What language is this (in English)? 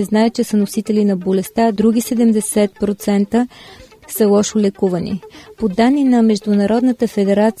Bulgarian